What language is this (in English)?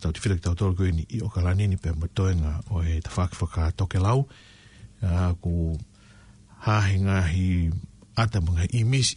Tongan